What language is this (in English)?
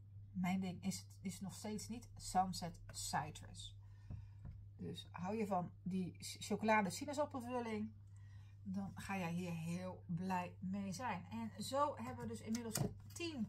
Dutch